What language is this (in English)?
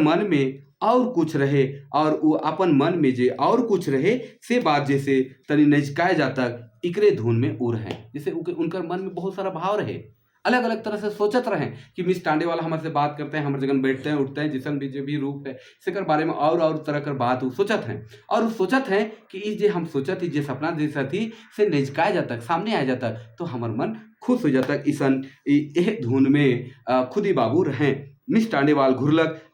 Sadri